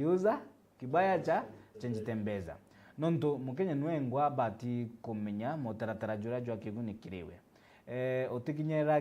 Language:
Meru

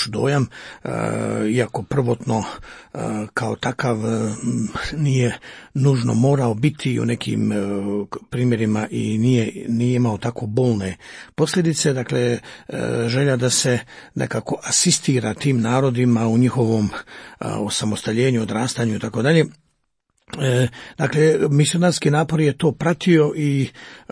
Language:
Croatian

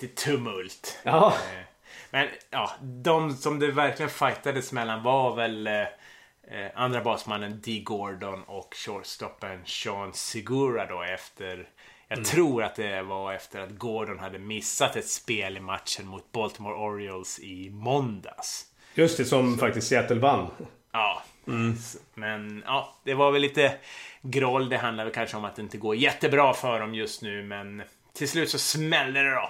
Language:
Swedish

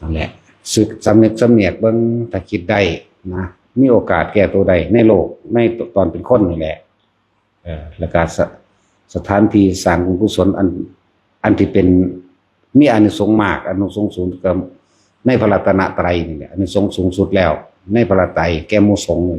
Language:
Lao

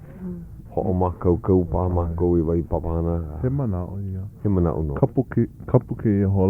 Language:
Hawaiian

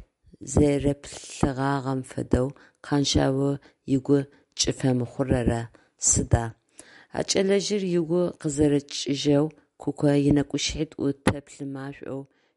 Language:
Adyghe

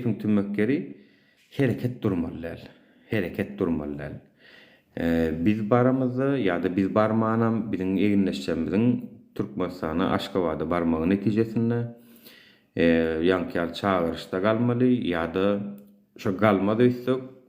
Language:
Turkmen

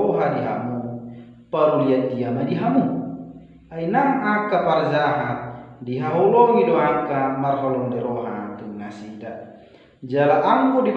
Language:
Batak Toba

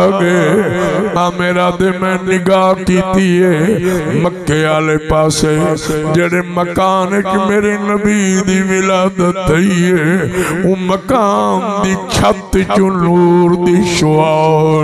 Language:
Saraiki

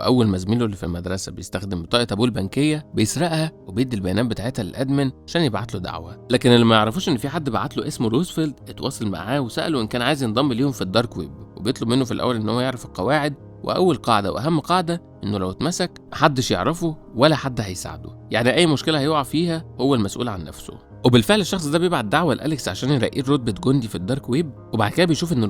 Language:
Egyptian Arabic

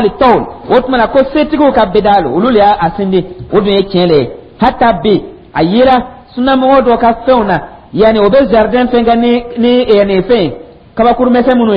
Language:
Dyula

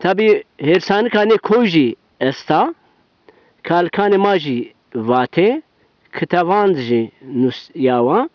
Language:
Zaza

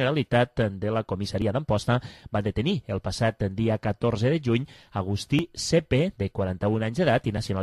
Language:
Catalan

